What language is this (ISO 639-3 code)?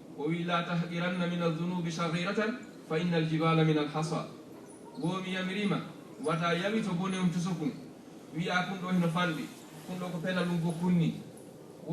ful